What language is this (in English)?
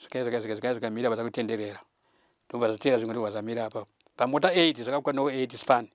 Shona